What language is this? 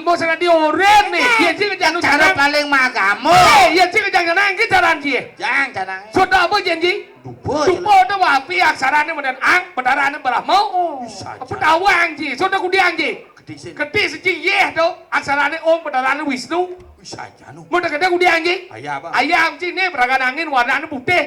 Balinese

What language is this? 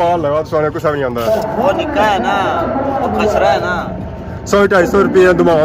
Pahari-Potwari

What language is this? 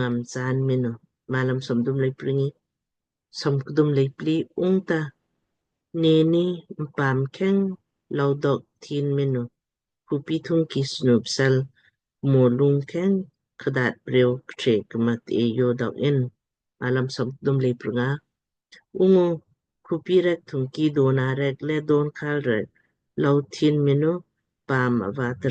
Lamkang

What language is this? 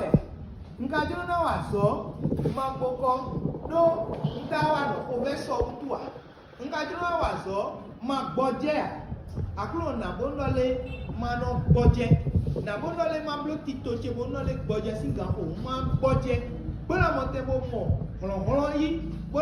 Fon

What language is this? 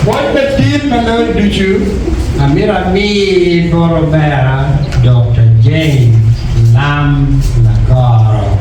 Acoli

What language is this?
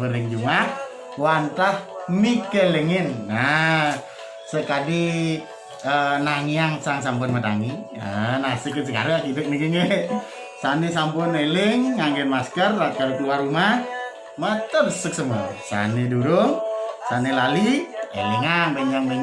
Balinese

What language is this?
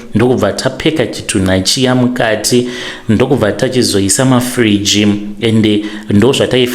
Shona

